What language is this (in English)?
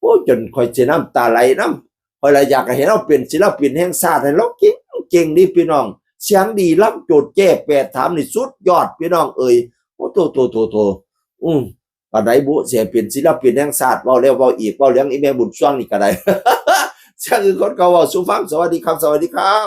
Northeastern Thai